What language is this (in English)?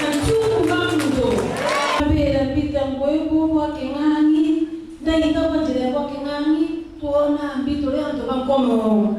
Meru